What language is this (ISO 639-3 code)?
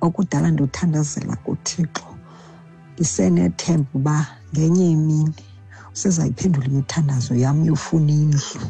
xho